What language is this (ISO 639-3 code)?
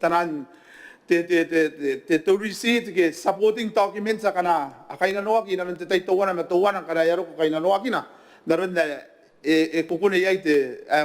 gil